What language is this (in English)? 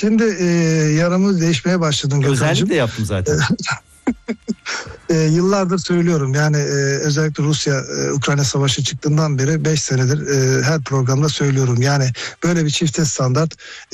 Turkish